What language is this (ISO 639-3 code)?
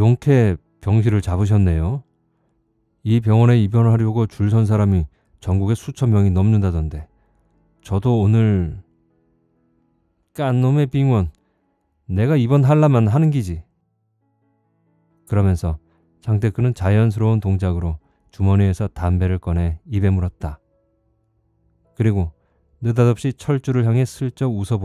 kor